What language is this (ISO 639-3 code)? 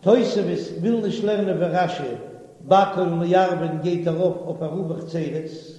yid